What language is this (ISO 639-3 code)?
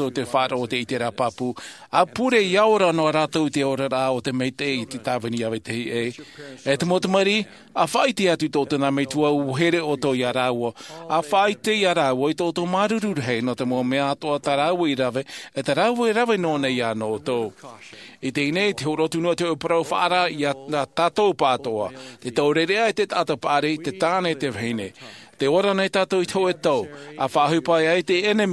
tah